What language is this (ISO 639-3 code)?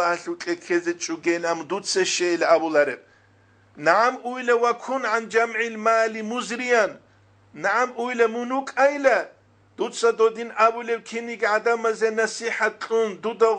ava